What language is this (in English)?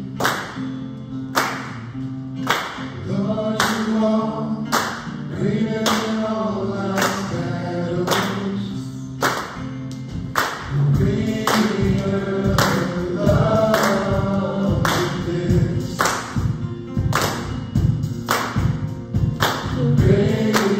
English